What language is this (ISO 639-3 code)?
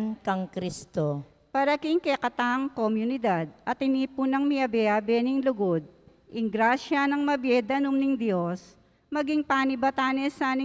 pam